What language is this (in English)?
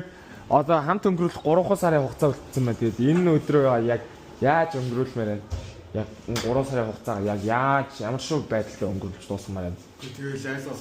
Mongolian